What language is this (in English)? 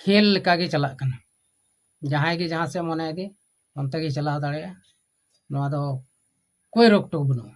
Santali